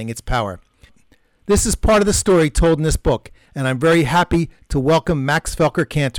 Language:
English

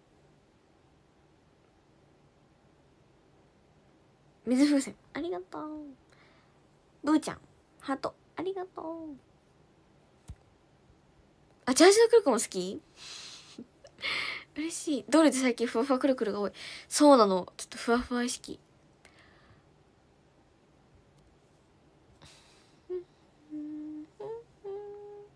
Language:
Japanese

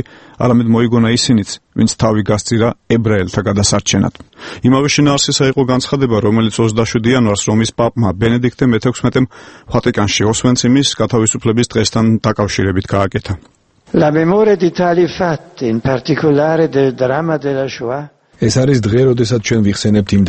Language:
Georgian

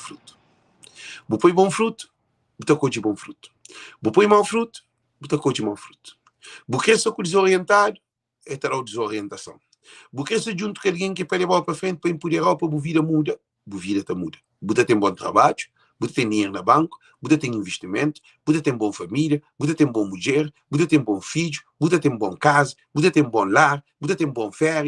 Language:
Kabuverdianu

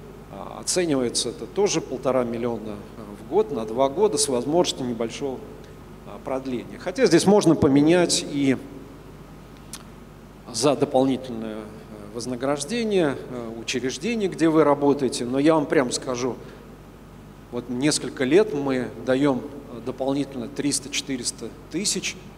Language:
Russian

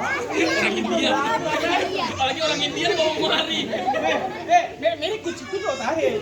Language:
Betawi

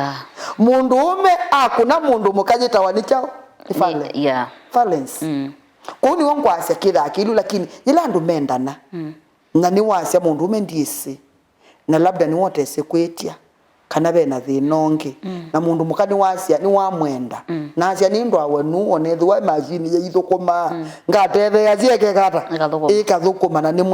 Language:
Kamba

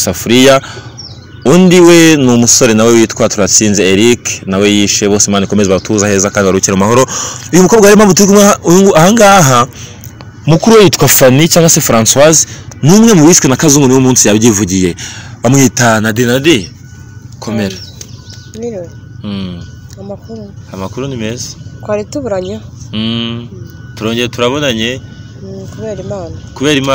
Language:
Kinyarwanda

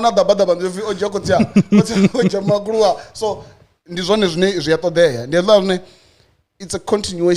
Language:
Venda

